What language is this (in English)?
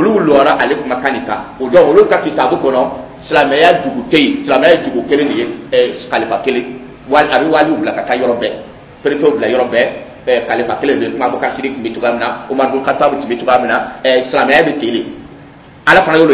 Dyula